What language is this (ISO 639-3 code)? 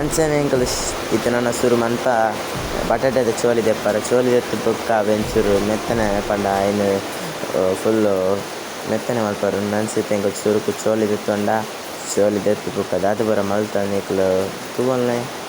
tcy